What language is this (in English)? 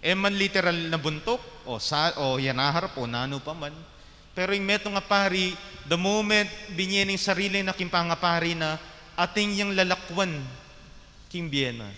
Pampanga